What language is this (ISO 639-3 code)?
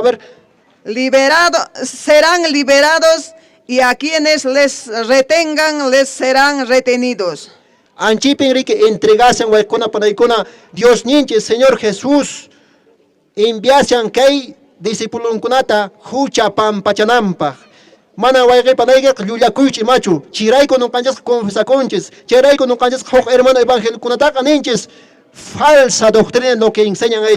que